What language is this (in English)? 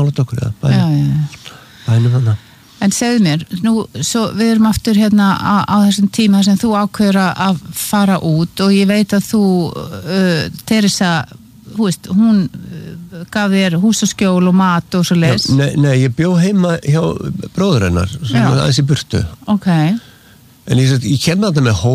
Icelandic